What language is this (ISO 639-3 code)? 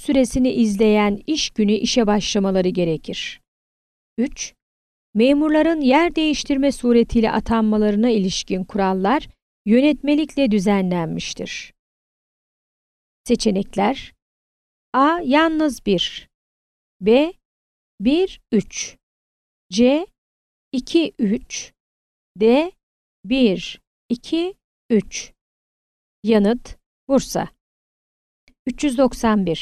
tur